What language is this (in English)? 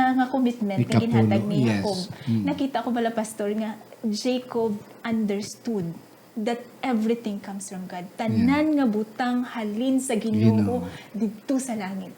Hiligaynon